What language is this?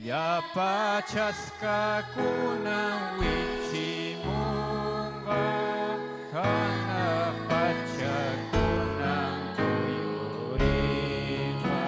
Ayacucho Quechua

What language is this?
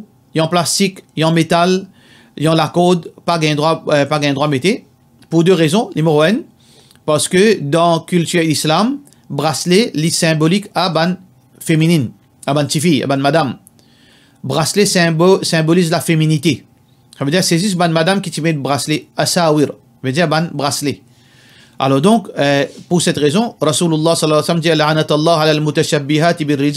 Morisyen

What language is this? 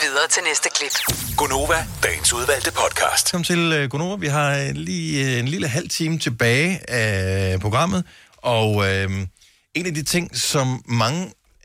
Danish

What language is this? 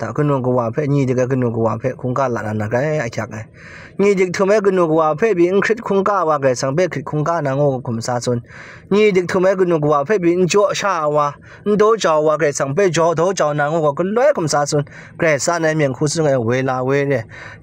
Kachin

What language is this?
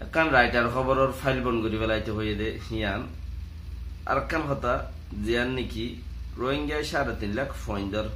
Rohingya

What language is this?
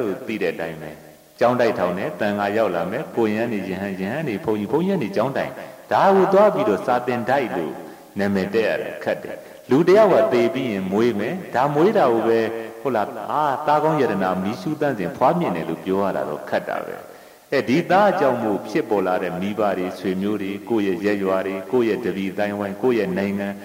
Burmese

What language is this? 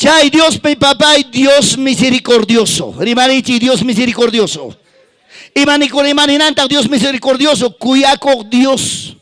Ayacucho Quechua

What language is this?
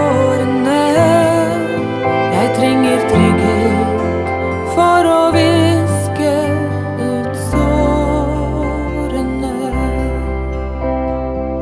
Norwegian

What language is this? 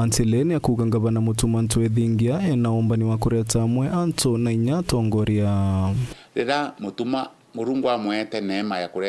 Meru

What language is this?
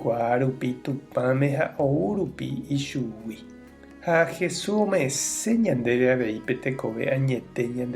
Guarani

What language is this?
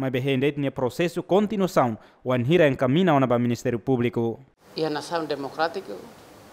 Tetum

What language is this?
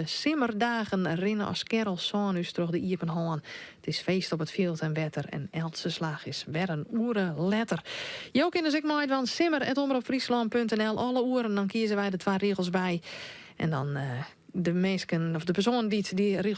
Western Frisian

